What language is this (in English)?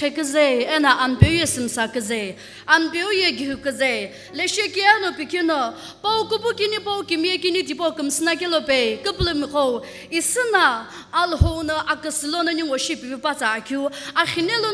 Sumi Naga